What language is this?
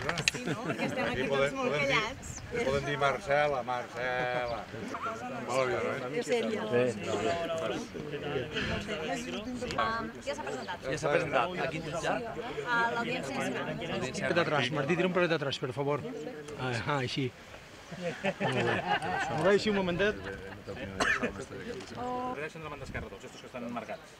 Catalan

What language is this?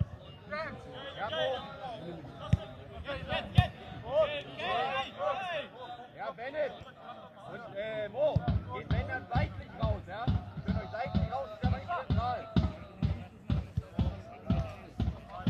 German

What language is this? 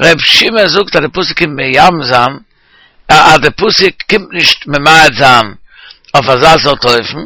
Yiddish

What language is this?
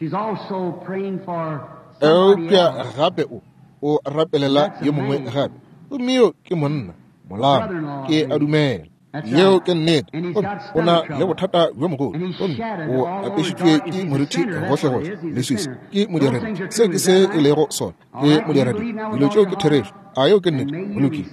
Northern Sotho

